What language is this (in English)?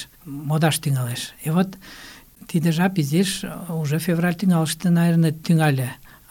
Mari